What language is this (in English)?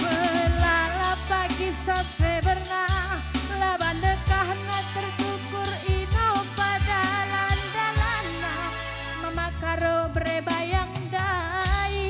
Batak Karo